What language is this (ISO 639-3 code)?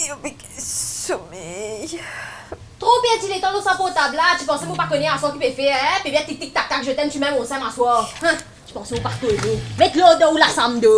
mfe